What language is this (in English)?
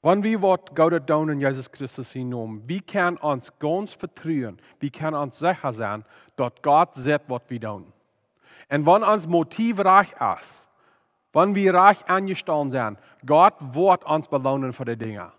Plautdietsch